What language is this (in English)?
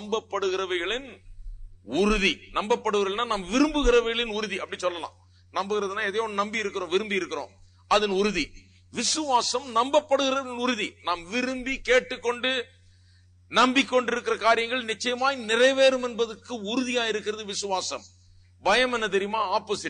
Tamil